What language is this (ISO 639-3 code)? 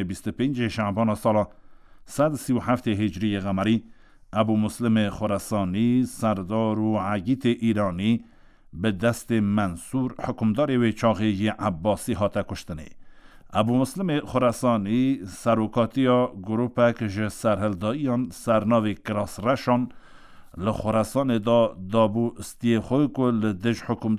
kur